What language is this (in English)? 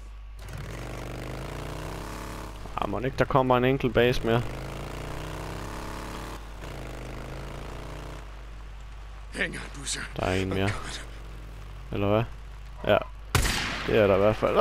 Danish